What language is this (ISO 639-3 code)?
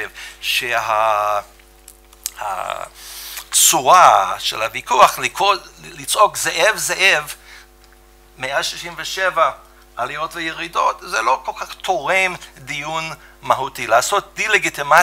heb